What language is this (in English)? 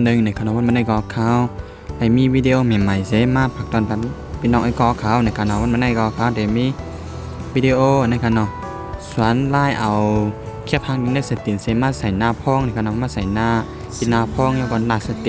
Shan